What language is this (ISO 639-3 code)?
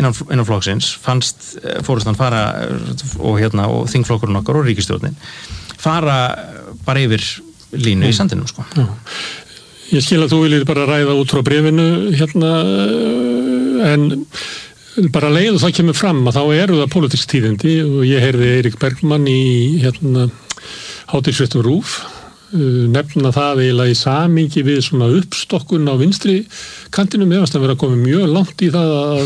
isl